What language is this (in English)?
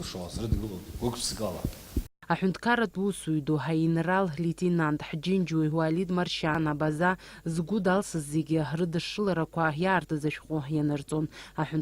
Abkhazian